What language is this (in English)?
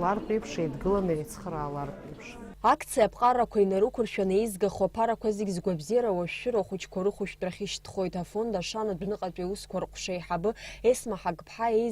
Abkhazian